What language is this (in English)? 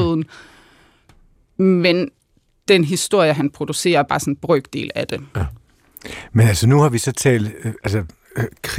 Danish